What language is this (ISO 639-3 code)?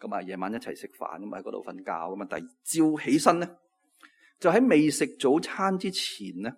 yue